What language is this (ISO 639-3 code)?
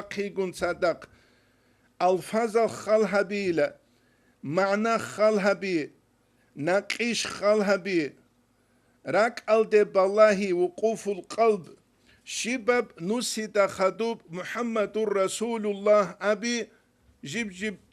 ava